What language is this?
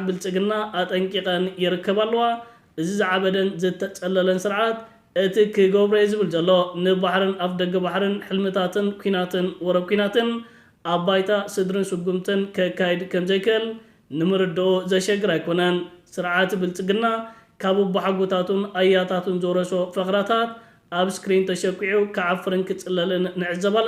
Tigrinya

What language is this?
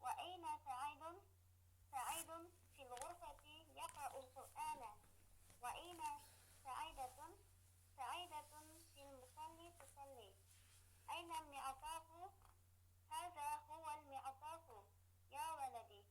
Uyghur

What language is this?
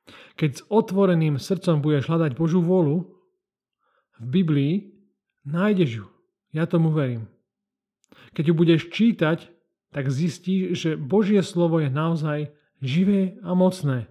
Slovak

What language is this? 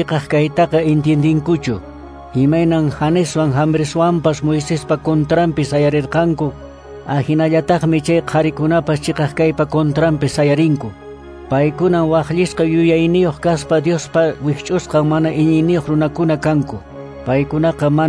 Quechua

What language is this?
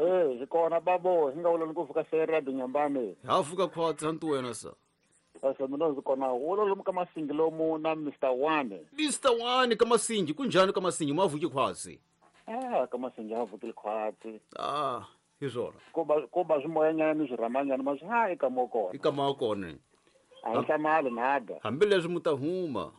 Tsonga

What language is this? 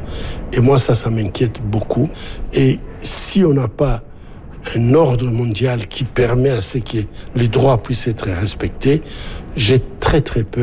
French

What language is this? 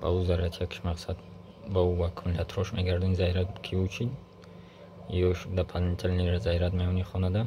Tajik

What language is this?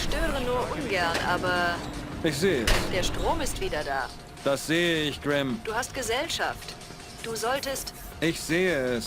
Bavarian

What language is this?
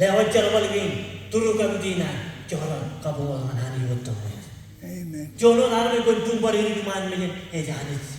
Marshallese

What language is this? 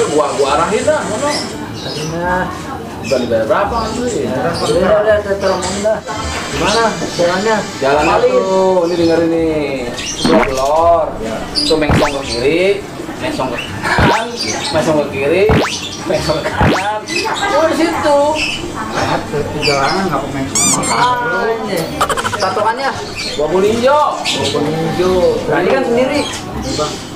Betawi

